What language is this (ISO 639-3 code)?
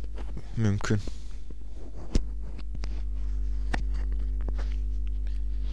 tur